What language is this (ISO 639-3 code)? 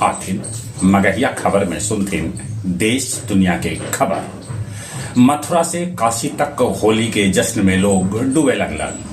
mag